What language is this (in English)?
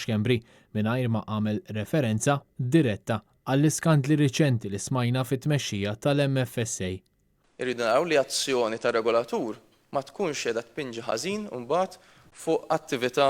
Maltese